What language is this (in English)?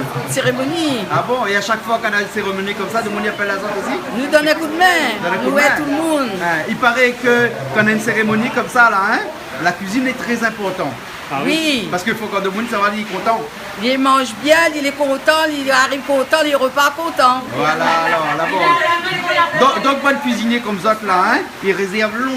Réunion Creole French